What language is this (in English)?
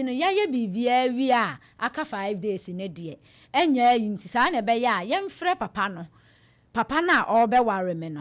Akan